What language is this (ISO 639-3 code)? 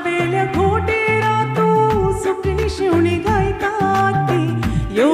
kok